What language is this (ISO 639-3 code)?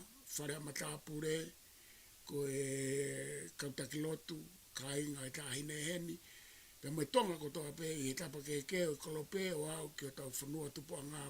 ton